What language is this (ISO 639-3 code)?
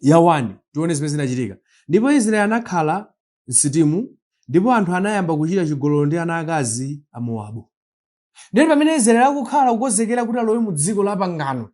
nya